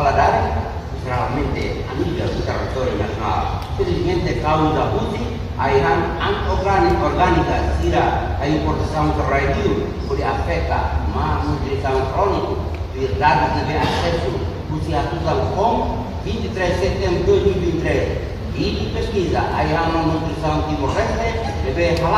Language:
Tetum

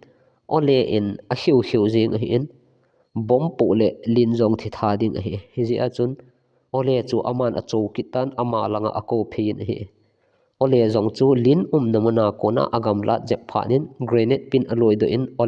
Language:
Thado Chin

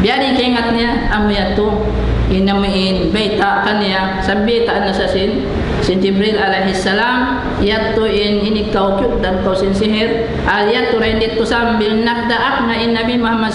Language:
Tausug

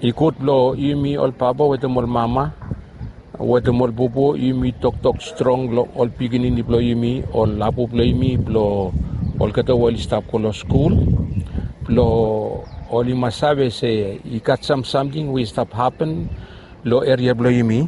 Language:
Bislama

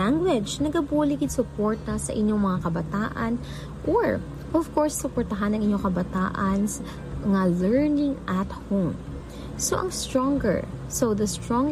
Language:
Hiligaynon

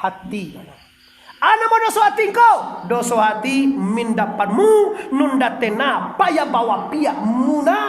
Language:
Minangkabau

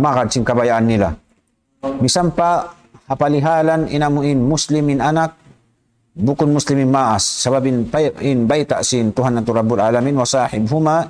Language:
Tausug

